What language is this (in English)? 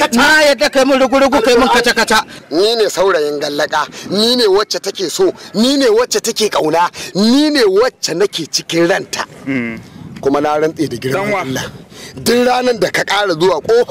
Hausa